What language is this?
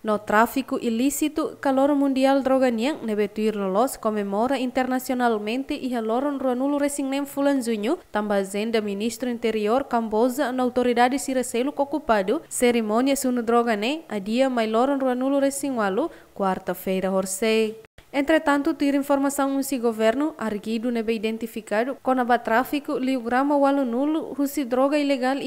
Tetum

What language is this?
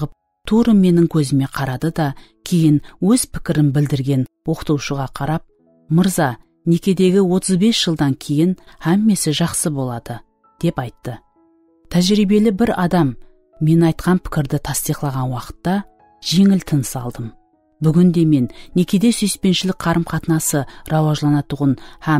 Kara-Kalpak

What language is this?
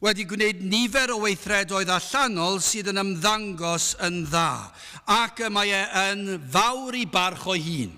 Welsh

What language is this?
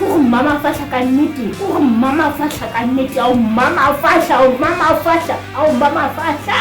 Southern Sotho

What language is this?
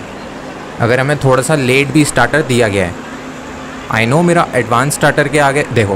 Hindi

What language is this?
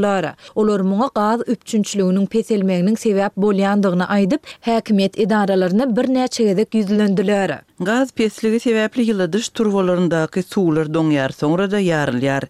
Turkmen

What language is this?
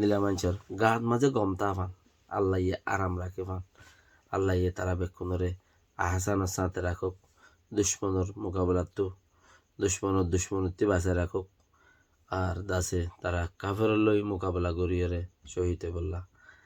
Rohingya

